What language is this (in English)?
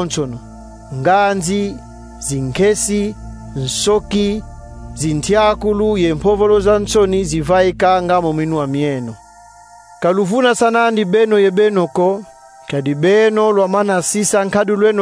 Kongo